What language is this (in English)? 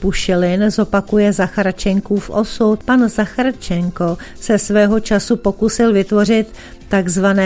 Czech